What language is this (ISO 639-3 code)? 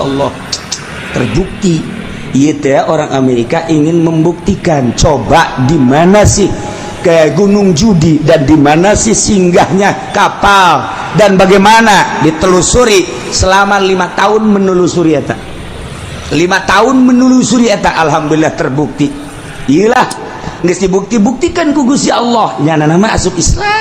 sun